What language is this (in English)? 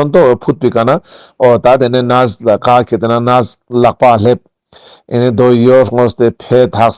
Ladakhi